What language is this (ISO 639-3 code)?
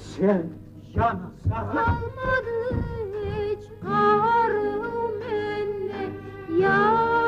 kum